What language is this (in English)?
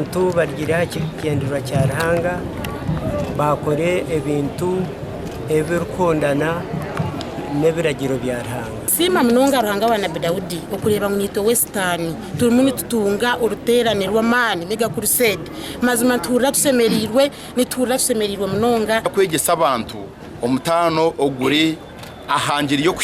Nyankole